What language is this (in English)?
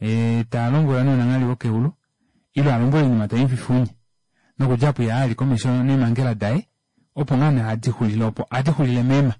Kuanyama